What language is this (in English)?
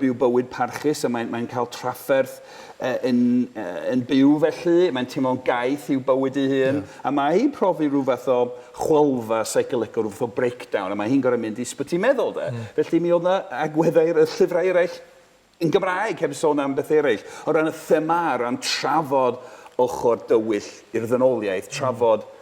Welsh